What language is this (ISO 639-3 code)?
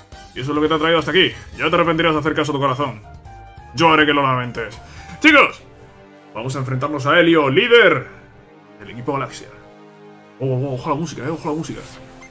spa